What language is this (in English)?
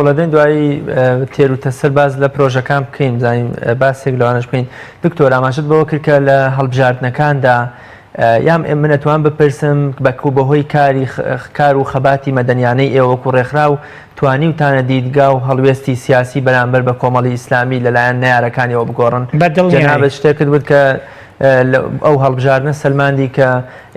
Central Kurdish